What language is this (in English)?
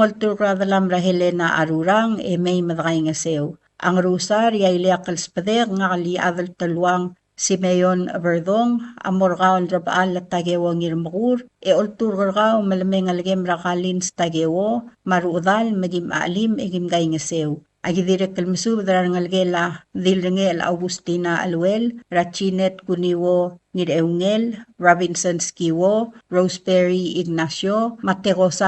Palauan